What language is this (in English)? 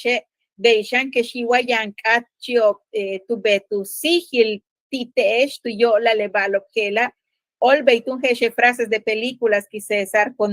Yucateco